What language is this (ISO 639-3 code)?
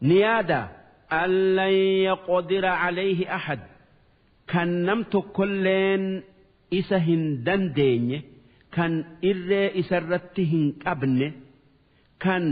orm